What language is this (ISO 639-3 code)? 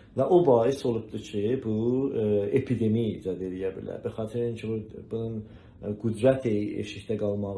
azb